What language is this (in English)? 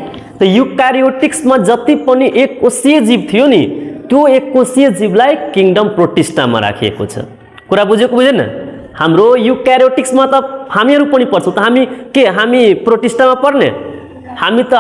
Nepali